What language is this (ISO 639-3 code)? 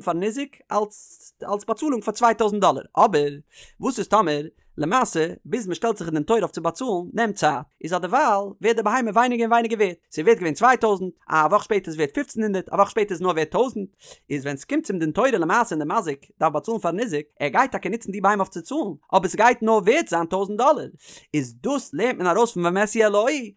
yid